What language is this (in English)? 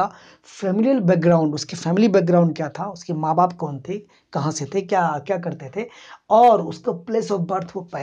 Hindi